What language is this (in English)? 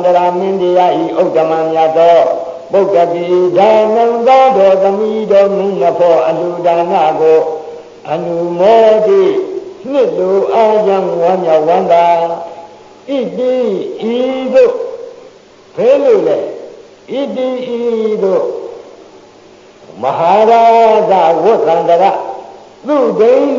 Burmese